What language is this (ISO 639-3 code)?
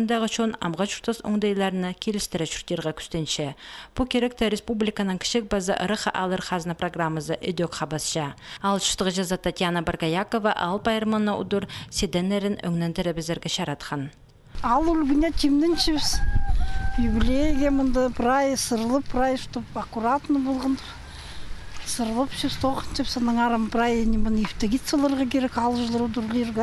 kjh